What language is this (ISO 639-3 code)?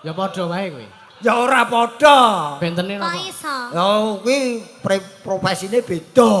jav